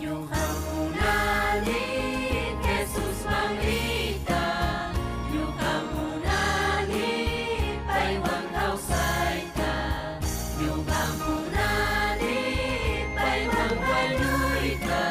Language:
Ayacucho Quechua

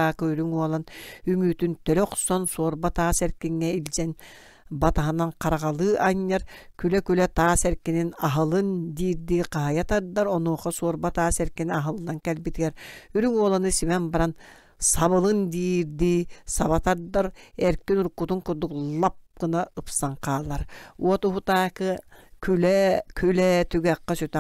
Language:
Yakut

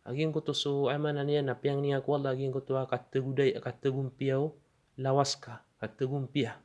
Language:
Maranao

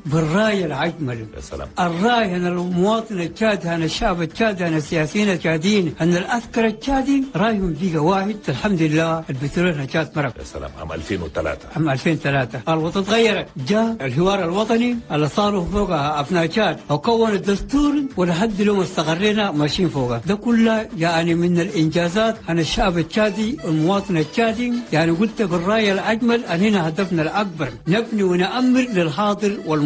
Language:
Chadian Arabic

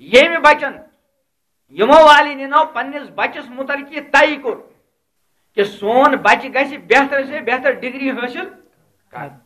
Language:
Kashmiri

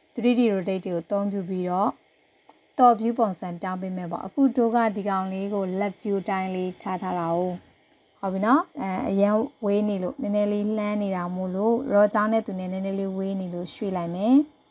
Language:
Burmese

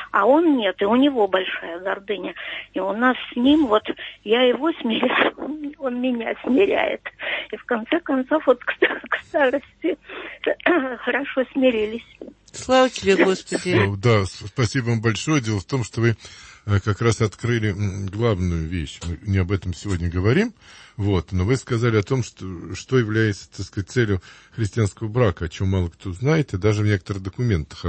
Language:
Russian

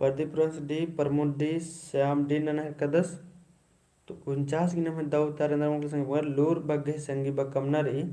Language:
Kurukh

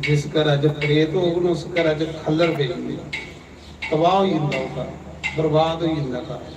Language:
Dogri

